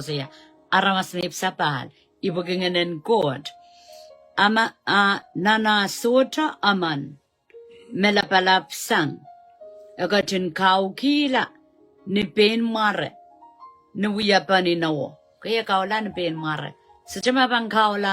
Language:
Pohnpeian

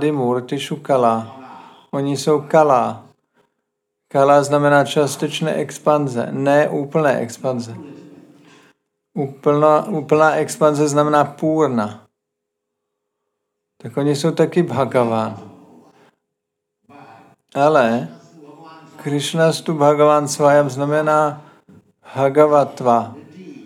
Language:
Czech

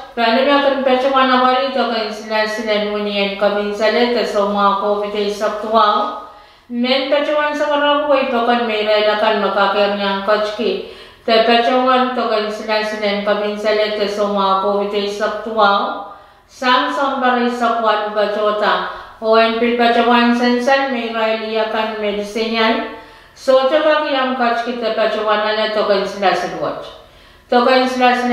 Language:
Pohnpeian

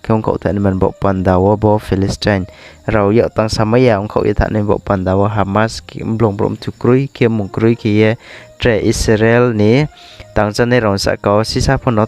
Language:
Riang (India)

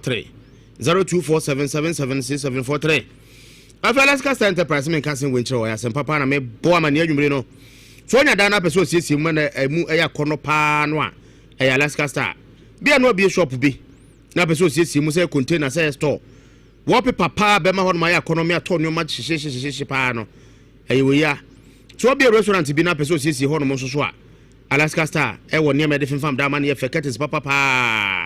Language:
Akan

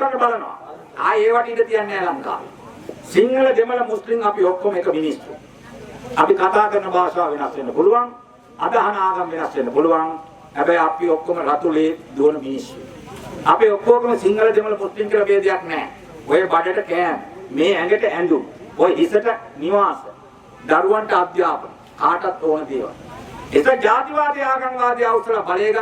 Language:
Sinhala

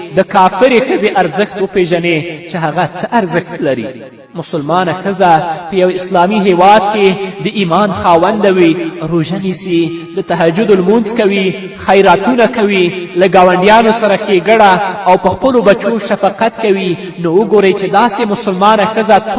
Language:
Pashto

